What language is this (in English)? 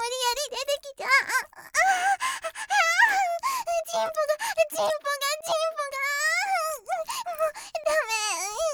Japanese